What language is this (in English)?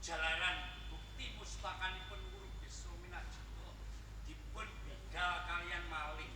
Javanese